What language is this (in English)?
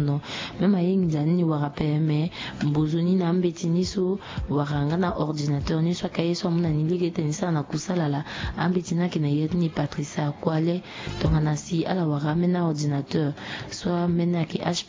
Sango